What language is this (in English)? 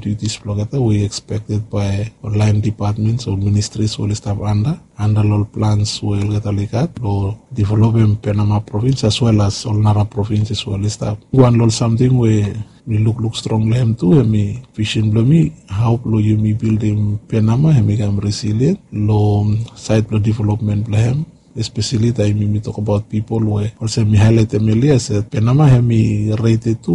Bislama